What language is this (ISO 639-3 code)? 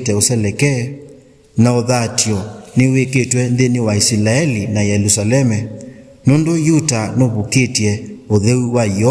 kam